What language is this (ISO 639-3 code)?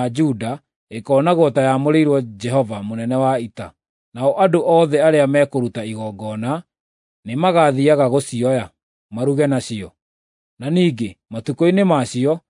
kik